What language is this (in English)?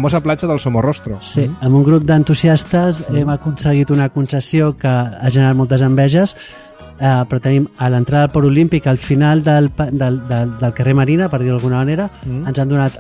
Catalan